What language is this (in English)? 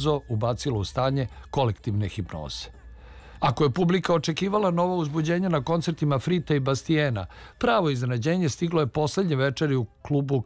Serbian